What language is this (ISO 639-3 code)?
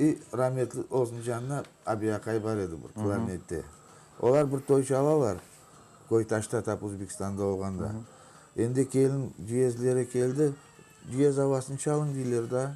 crh